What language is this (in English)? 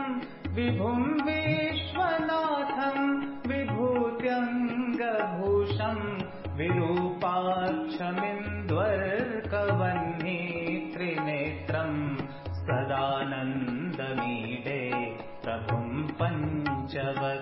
Sanskrit